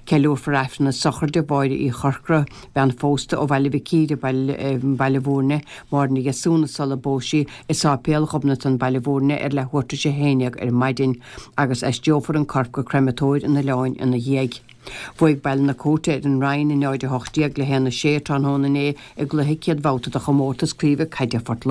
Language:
Irish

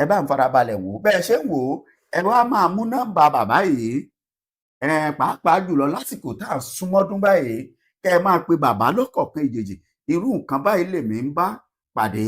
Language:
Yoruba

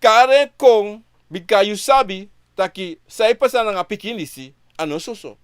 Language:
Sranan Tongo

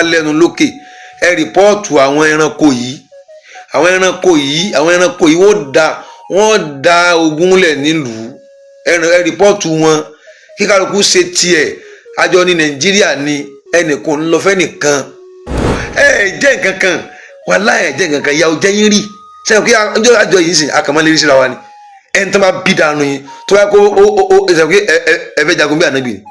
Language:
Yoruba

